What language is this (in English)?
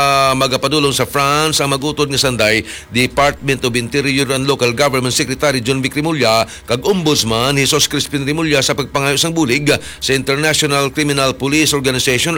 Hiligaynon